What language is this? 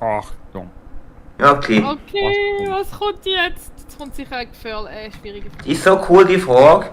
Swiss German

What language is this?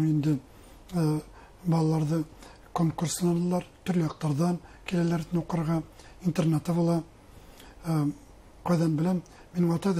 Bashkir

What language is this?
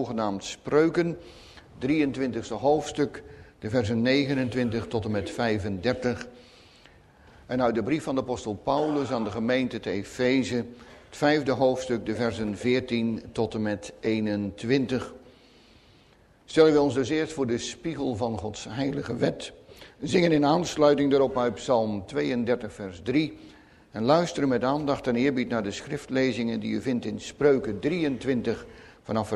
Dutch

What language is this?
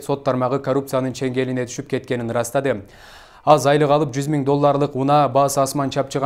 Kyrgyz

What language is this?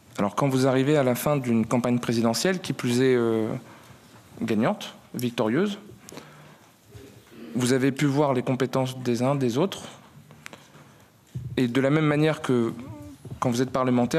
French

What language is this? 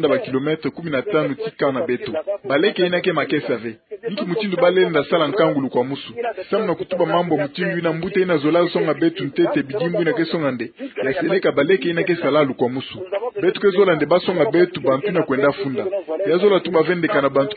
Kituba (Democratic Republic of Congo)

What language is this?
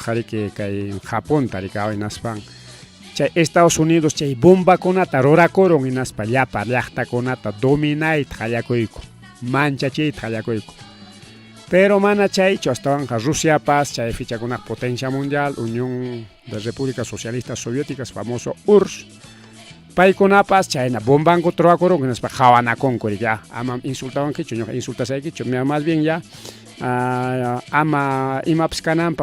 Ayacucho Quechua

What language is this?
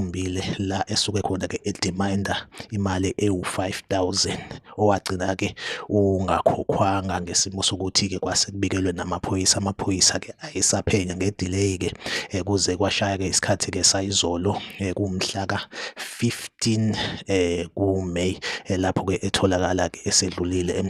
Zulu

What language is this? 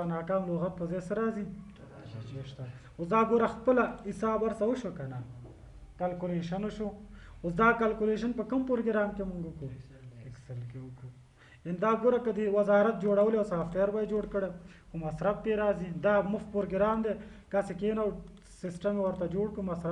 Pashto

